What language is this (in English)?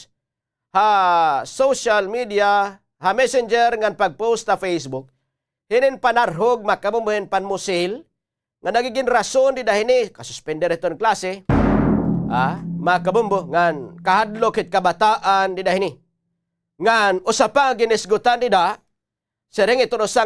Waray